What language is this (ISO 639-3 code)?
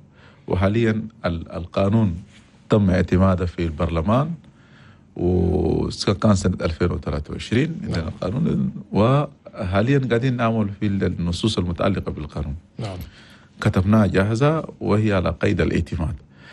shu